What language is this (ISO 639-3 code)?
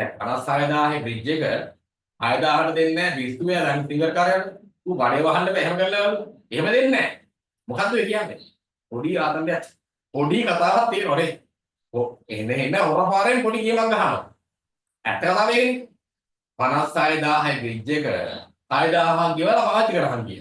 sin